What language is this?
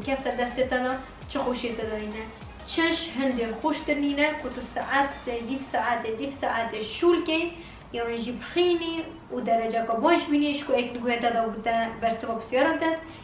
Kurdish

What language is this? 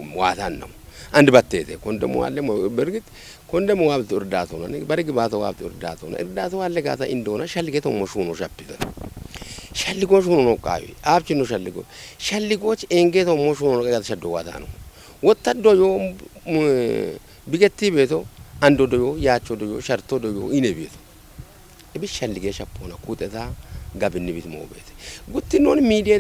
Kafa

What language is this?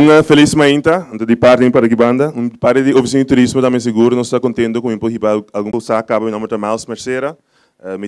Papiamento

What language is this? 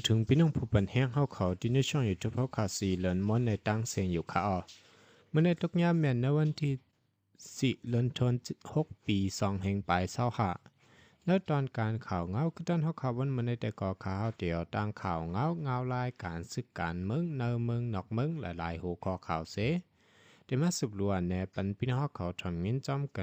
Shan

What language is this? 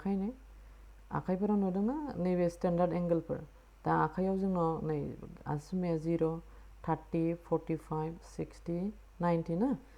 Bodo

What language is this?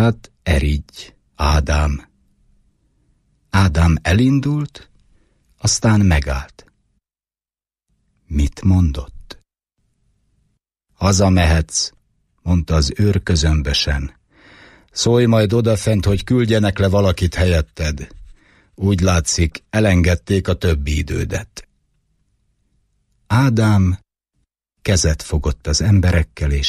Hungarian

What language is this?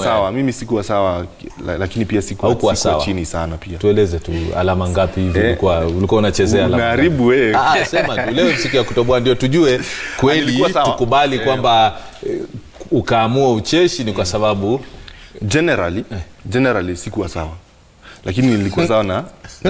Swahili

